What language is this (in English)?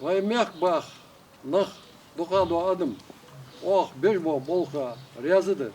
Ingush